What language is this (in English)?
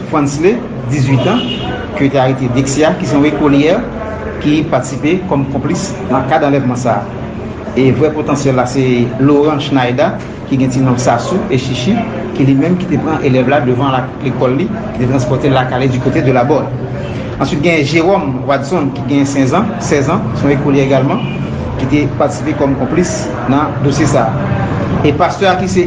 Haitian Creole